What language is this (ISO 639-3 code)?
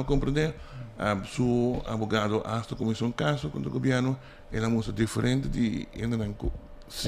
pap